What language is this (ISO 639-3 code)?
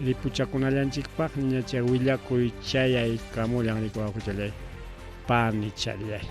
quy